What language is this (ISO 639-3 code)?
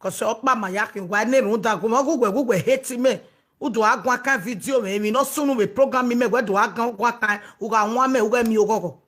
pcm